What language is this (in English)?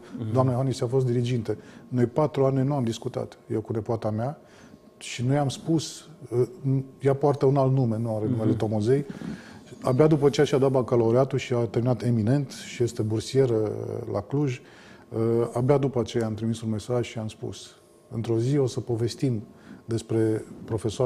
Romanian